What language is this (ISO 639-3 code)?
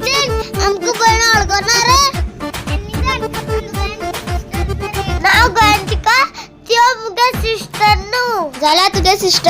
kok